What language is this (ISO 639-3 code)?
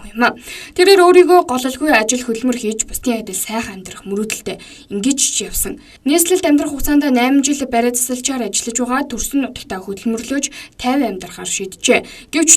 mon